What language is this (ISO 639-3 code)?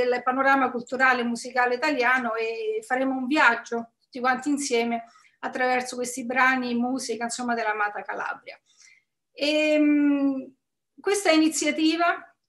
ita